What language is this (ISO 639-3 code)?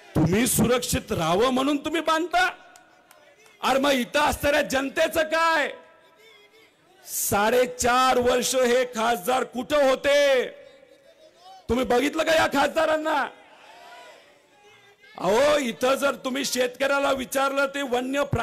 mar